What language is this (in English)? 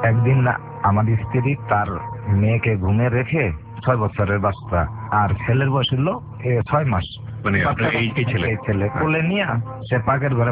Bangla